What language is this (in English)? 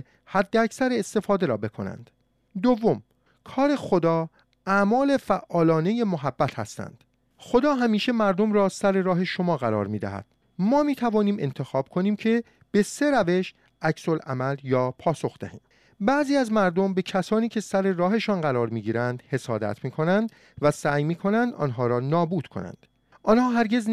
Persian